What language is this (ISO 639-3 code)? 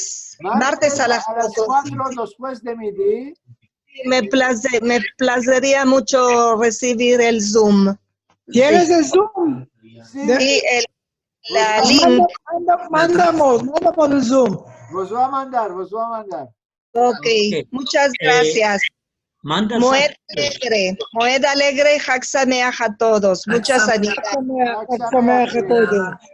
lad